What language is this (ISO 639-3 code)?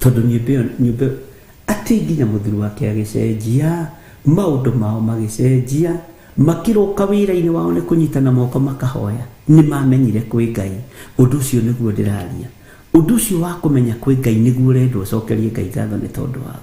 kik